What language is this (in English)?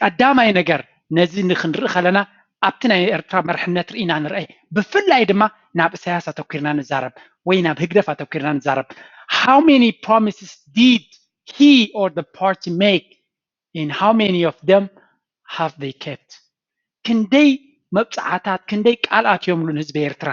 Tigrinya